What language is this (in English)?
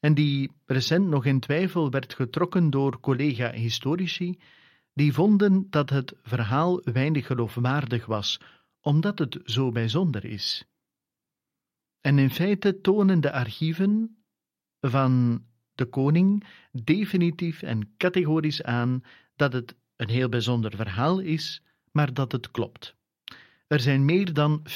Dutch